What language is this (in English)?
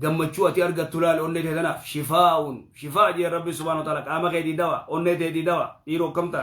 Oromo